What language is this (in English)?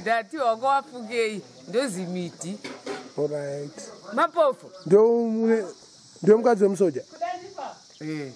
Shona